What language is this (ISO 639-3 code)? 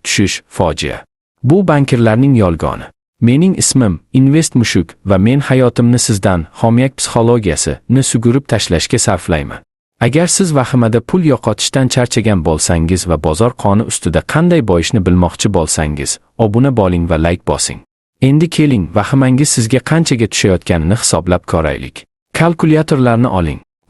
uzb